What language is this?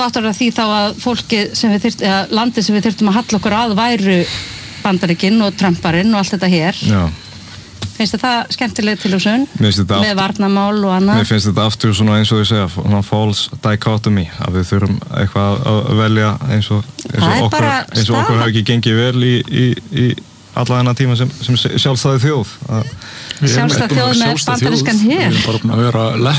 Icelandic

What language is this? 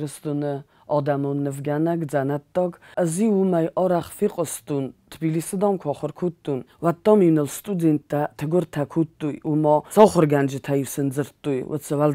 Ossetic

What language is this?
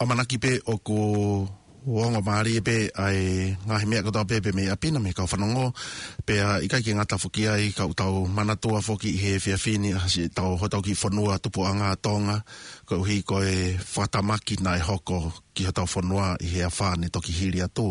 Tongan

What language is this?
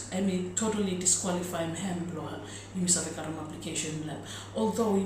Bislama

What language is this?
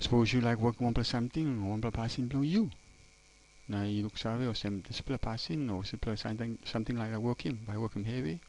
Tok Pisin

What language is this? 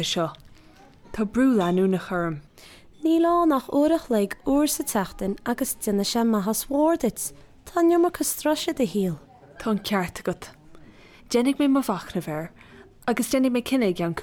Irish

